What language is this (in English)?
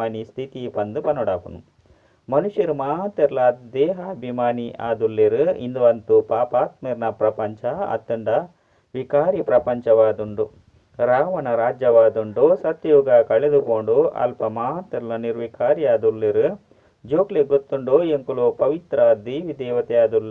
Tulu